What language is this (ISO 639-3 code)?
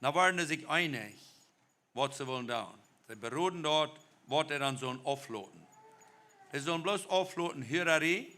pdt